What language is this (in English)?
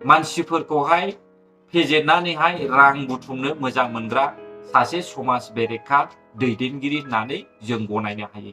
Bodo